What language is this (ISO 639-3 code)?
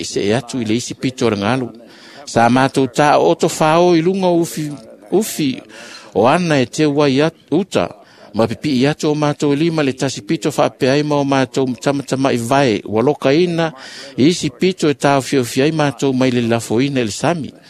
smo